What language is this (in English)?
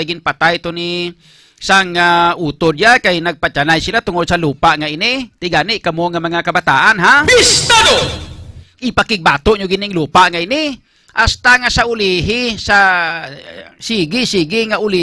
Hiligaynon